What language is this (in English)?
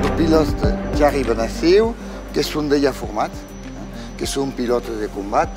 Occitan